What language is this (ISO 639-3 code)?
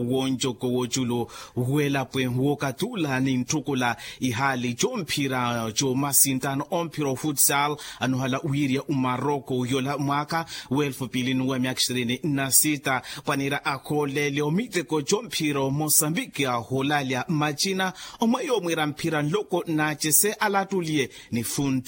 vmw